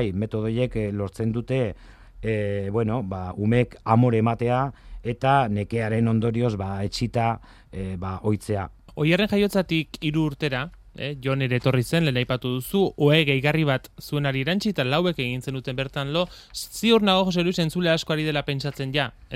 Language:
Basque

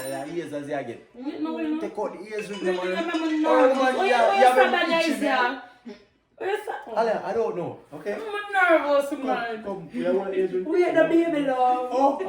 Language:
Jamaican Creole English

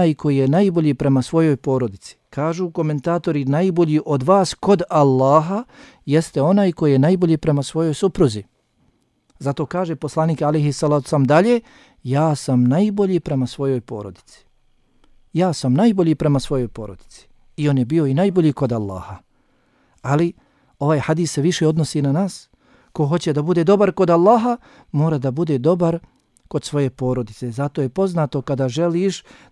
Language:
Bosnian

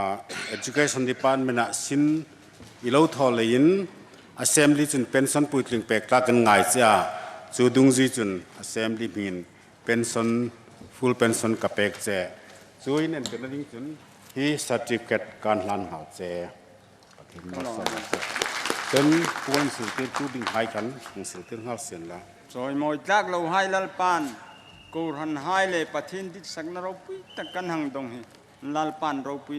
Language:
Hmar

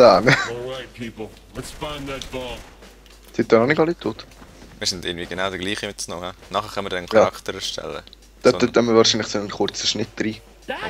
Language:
Swiss German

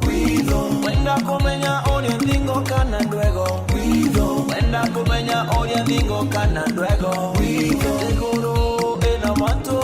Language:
Meru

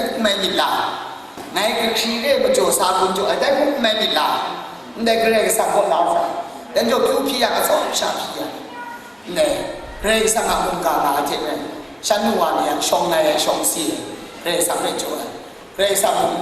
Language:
Kachin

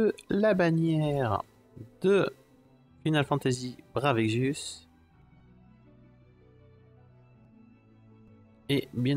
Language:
French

